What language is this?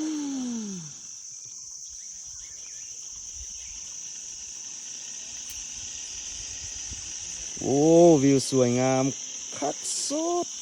Lao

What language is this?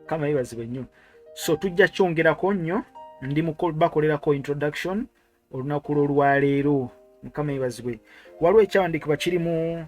Ganda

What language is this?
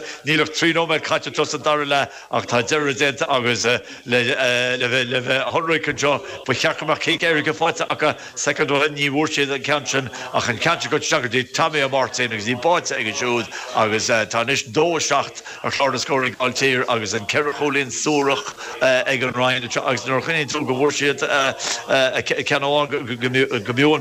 Irish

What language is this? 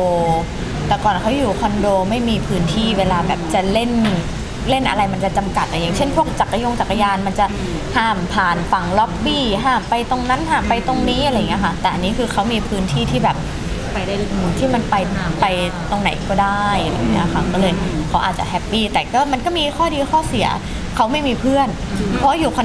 Thai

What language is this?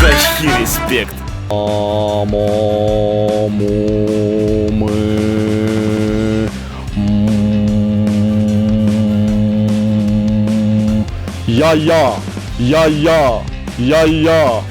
Chuvash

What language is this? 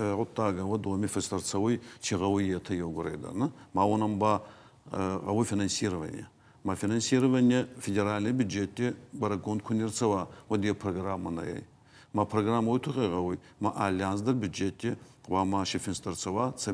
Ossetic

